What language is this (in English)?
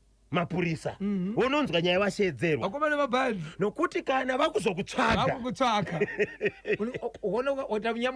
Shona